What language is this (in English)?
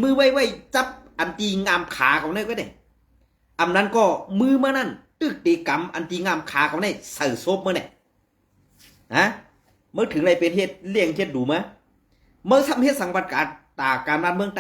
Shan